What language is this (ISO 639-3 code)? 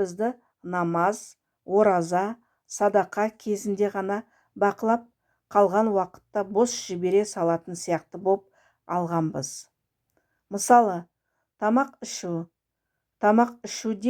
kaz